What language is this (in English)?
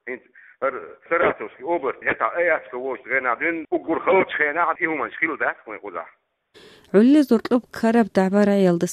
Avaric